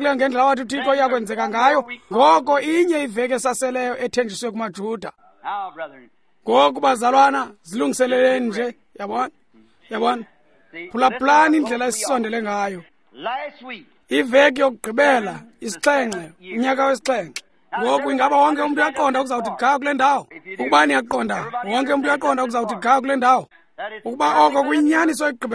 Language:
Xhosa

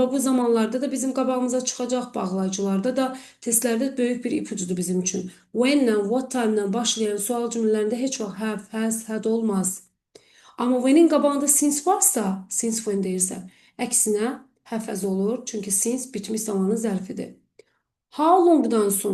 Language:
Azerbaijani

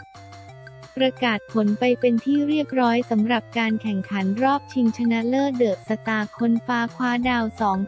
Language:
Thai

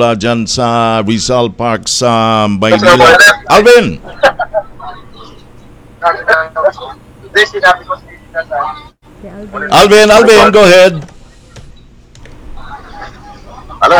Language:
Filipino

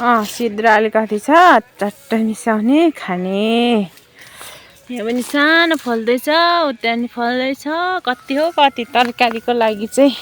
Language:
Nepali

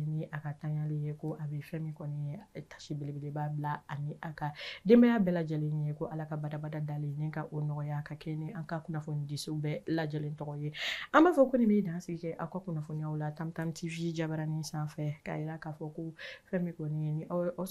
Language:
Bambara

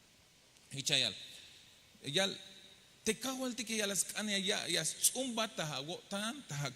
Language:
Tzeltal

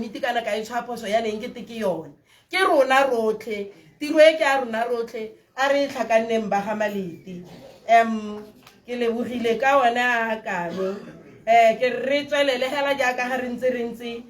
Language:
Tswana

